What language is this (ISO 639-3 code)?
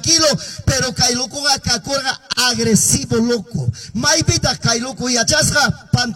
que